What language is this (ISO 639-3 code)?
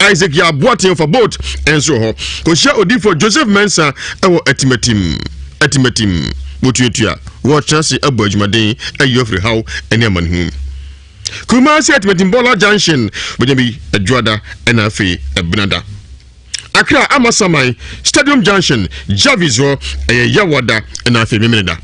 aka